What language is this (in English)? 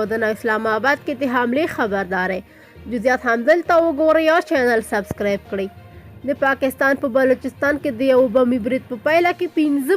Pashto